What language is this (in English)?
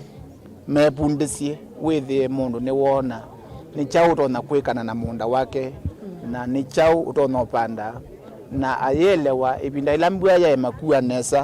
Kamba